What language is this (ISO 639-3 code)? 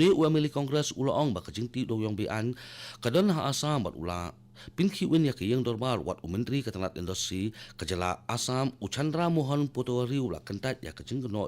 kha